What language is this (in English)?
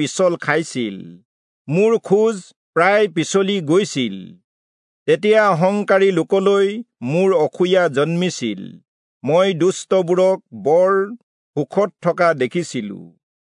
Assamese